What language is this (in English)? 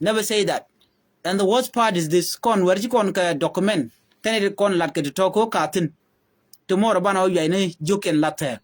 Nuer